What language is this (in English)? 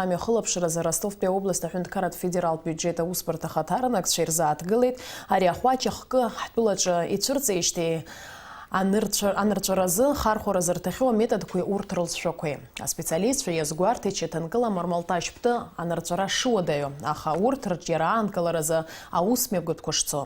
Abkhazian